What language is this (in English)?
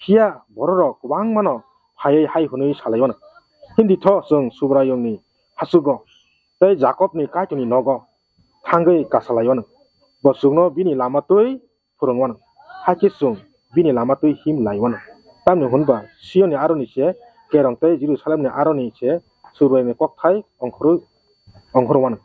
Kok Borok